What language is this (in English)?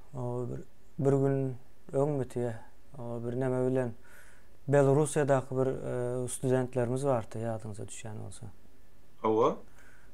Turkmen